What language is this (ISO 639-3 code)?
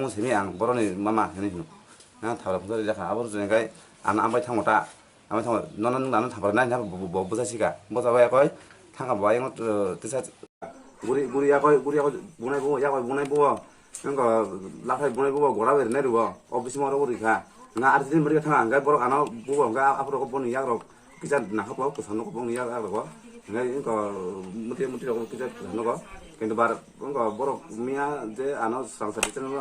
trp